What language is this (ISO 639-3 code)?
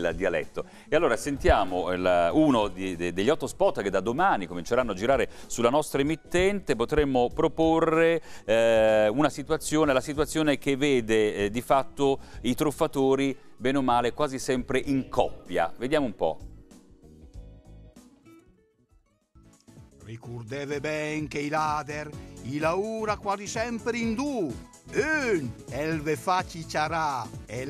ita